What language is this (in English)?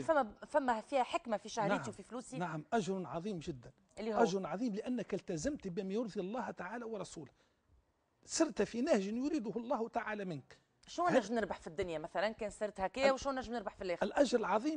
Tunisian Arabic